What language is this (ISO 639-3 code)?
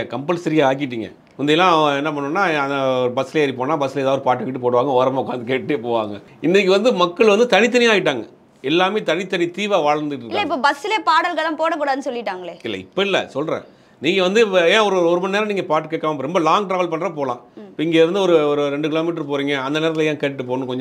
tam